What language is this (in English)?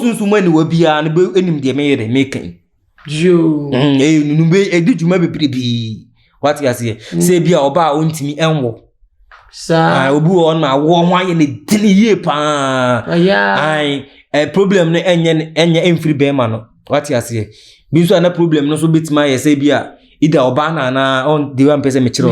Akan